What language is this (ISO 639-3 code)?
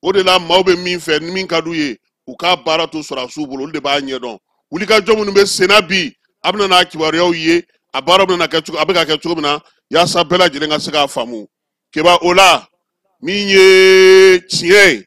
bam